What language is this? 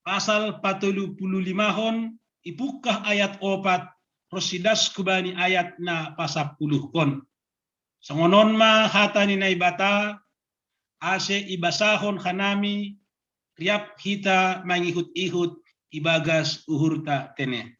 Batak Simalungun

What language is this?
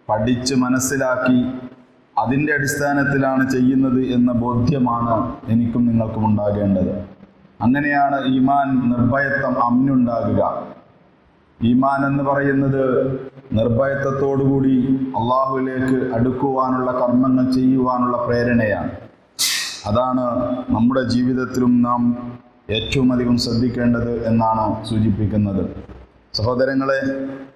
Malayalam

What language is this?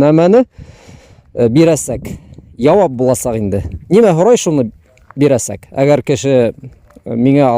Bashkir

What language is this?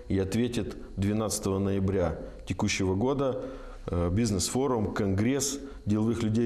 Russian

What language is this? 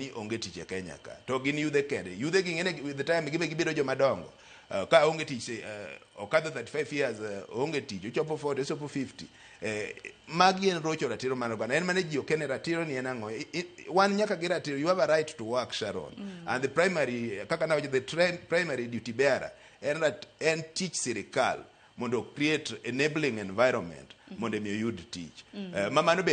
Luo (Kenya and Tanzania)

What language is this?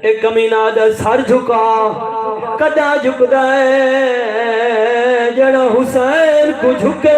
Saraiki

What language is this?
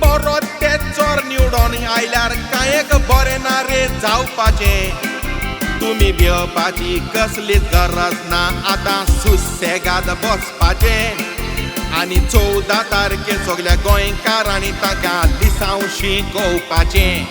Konkani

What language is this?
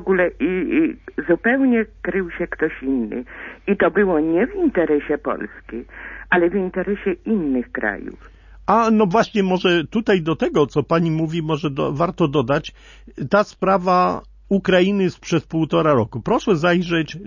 Polish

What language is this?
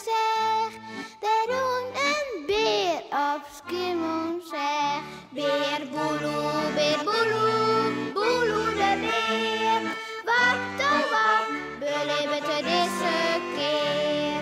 Western Frisian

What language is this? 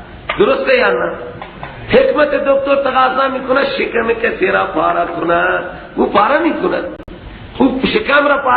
Persian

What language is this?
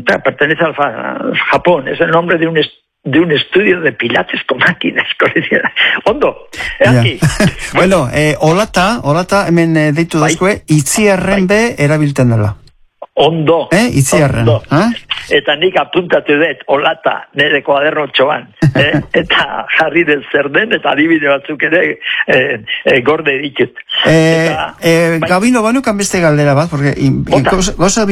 Basque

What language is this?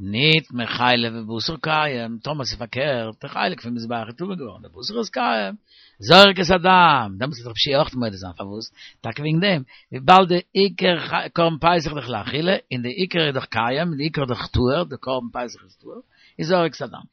Yiddish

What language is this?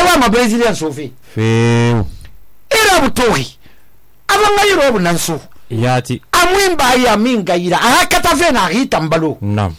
Susu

